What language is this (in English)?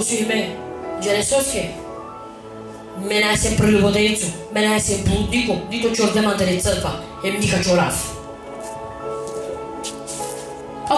Bulgarian